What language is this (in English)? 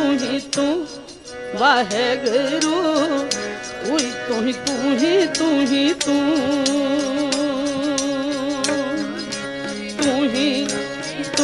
Punjabi